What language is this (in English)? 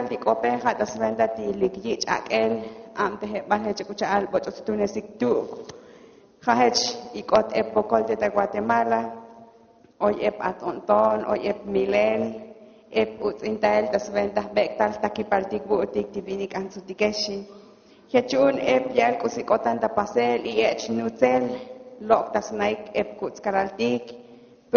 Tzotzil